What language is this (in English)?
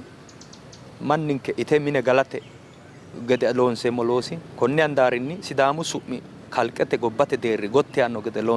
Sidamo